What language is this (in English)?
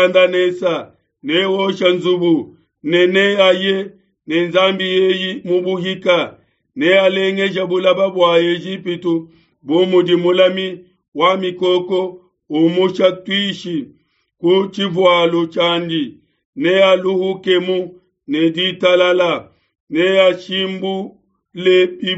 Luba-Lulua